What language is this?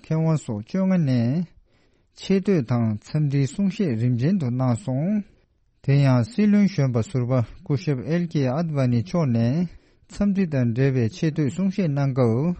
Tibetan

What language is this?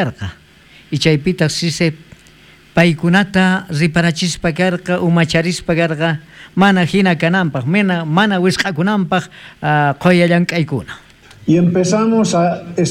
South Bolivian Quechua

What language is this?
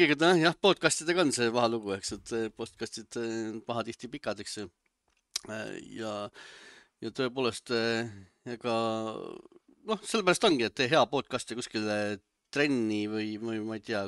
Estonian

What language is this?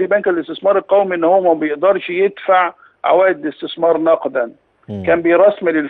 Egyptian Arabic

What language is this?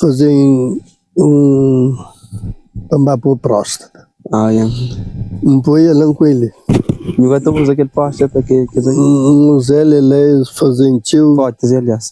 Kabuverdianu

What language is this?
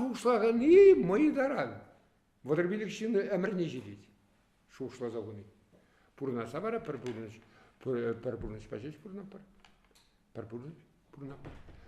Chuvash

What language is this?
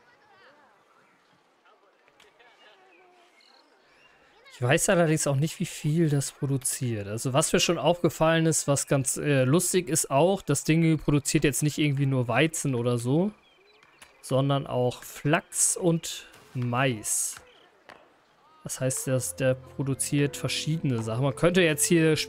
German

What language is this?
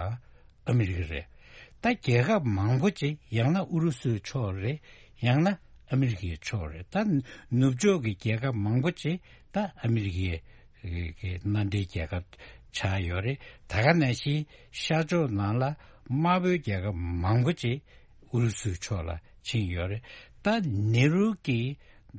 Tibetan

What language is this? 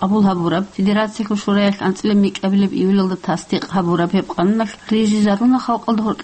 Avaric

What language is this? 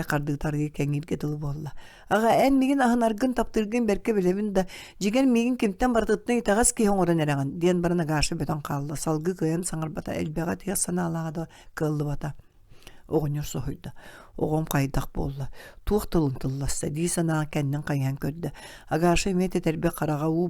Yakut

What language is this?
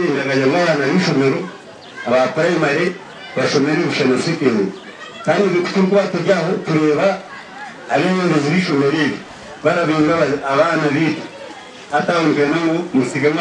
Nyankole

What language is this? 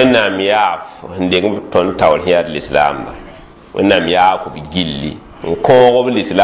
Mossi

